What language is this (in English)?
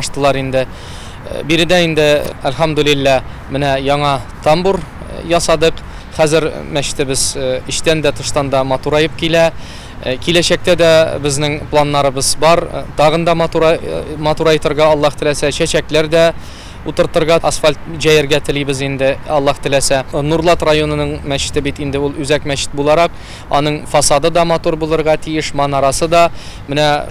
Tatar